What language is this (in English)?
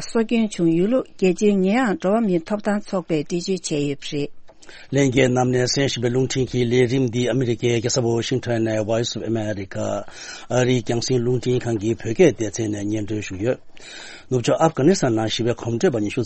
Tibetan